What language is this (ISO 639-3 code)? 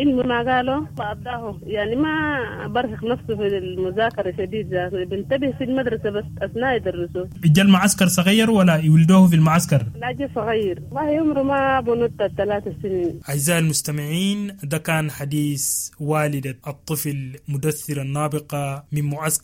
apd